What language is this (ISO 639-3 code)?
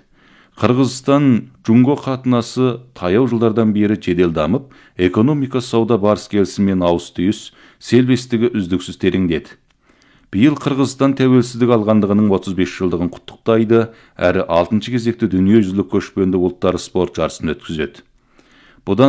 kaz